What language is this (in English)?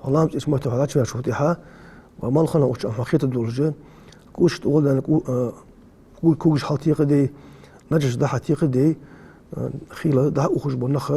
Ingush